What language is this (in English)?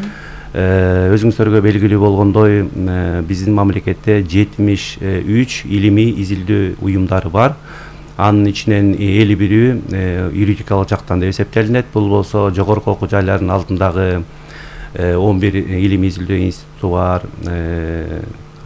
Kyrgyz